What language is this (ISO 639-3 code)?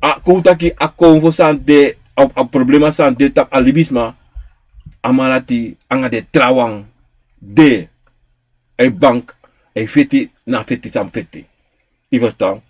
srn